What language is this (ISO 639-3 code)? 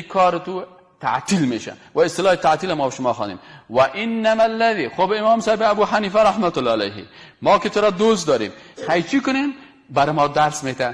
fas